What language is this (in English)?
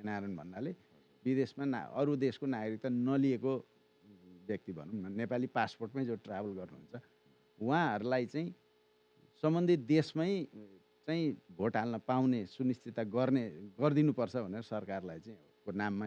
Nepali